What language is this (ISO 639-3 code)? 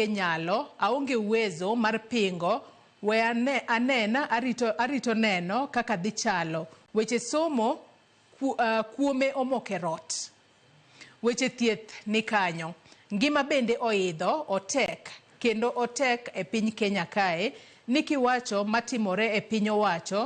luo